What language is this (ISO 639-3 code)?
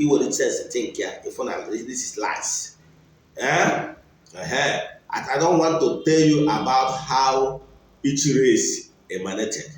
ibo